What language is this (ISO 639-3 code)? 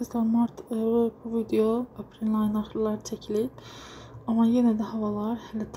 aze